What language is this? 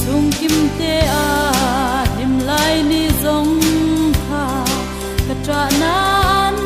Hmar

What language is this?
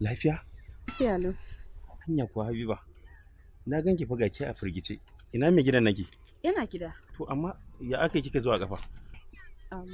Hausa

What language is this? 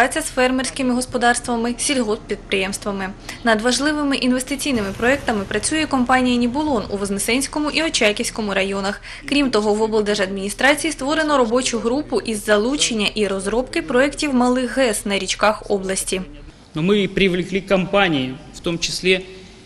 Ukrainian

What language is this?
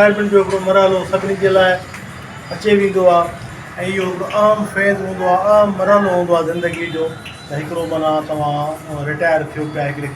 Sindhi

